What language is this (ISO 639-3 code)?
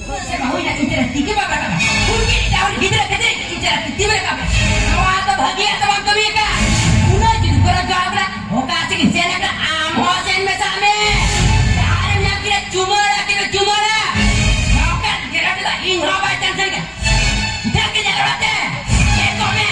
sat